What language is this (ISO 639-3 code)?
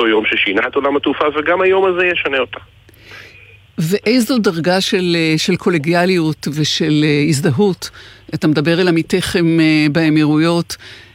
heb